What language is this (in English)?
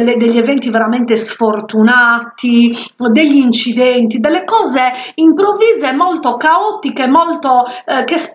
Italian